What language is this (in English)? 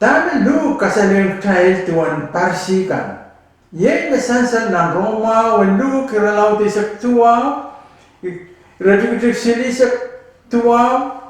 Pohnpeian